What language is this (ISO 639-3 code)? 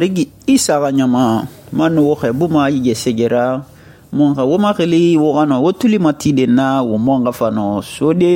sus